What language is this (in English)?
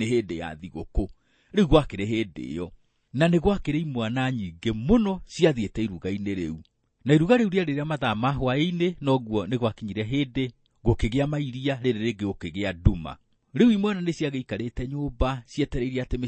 Kikuyu